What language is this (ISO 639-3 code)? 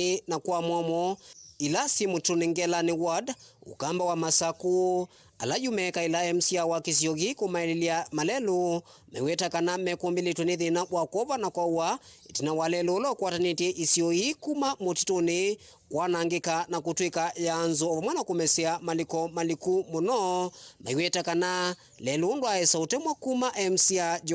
kam